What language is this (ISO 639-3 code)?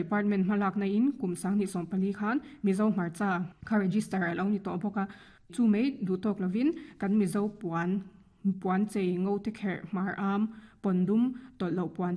lus